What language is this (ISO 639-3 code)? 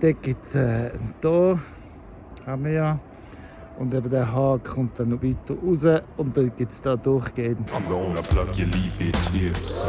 gsw